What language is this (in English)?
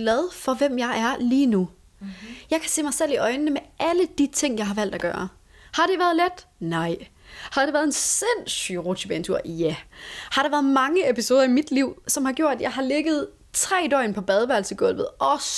Danish